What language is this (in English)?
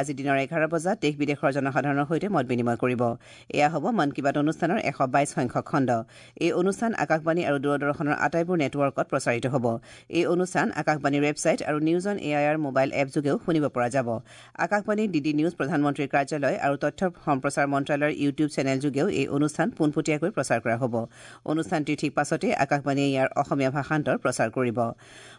Assamese